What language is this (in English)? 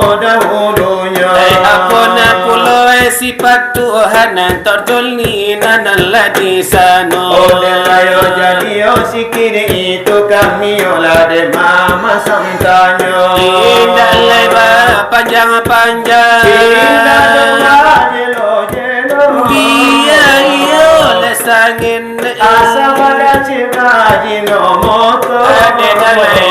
Minangkabau